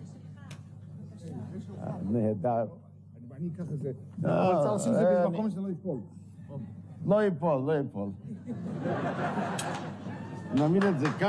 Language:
Hebrew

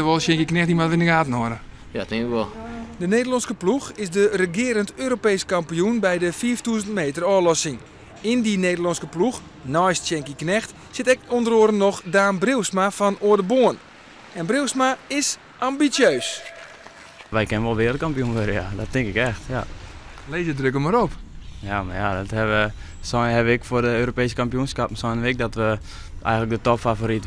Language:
Western Frisian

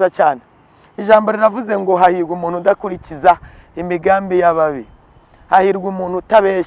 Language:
Kinyarwanda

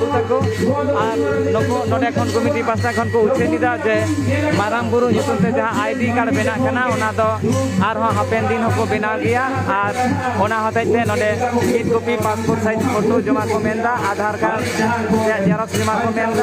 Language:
Santali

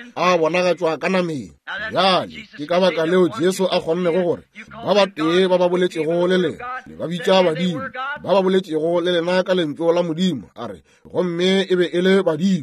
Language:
Northern Sotho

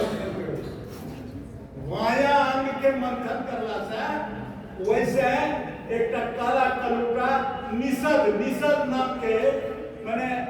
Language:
Angika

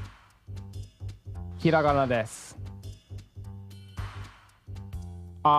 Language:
Japanese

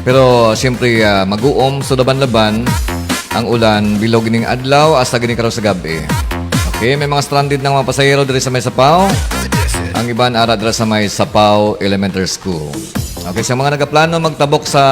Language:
Hiligaynon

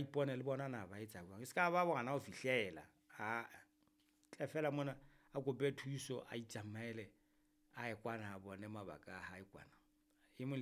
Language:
Southern Sotho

